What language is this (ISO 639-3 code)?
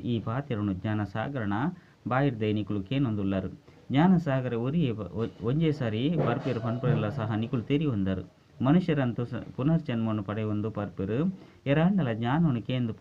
tcy